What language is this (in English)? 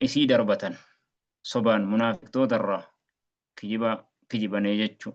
Oromo